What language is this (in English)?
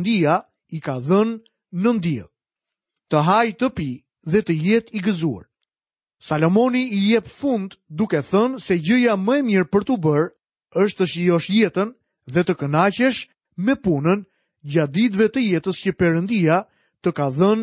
Albanian